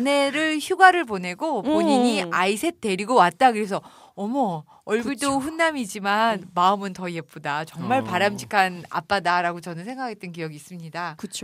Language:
Korean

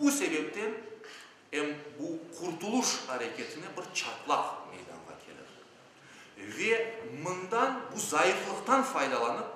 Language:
Crimean Tatar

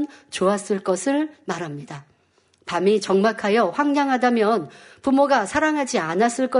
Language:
Korean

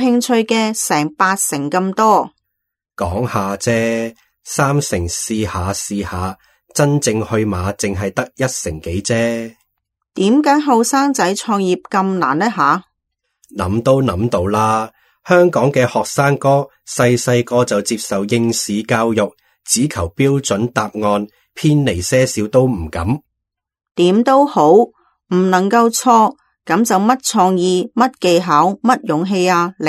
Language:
Cantonese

